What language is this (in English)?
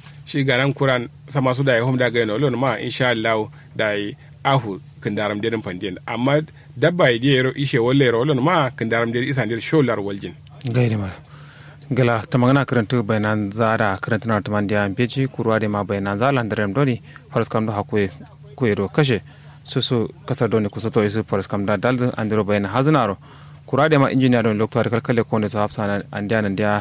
Kanuri